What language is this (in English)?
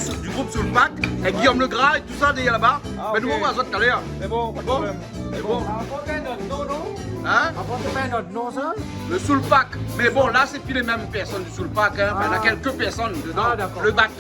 Réunion Creole French